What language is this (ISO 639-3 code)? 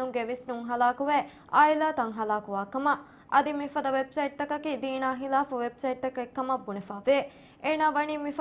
div